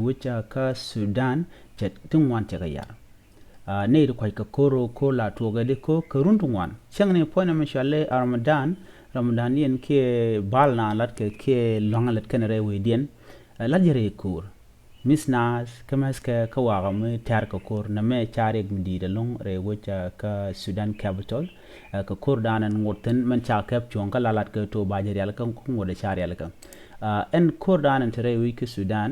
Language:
Nuer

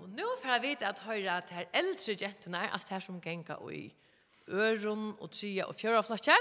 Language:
Faroese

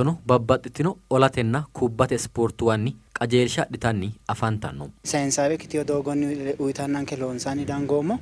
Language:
Sidamo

